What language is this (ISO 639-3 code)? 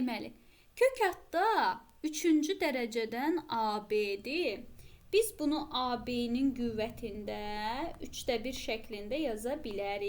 aze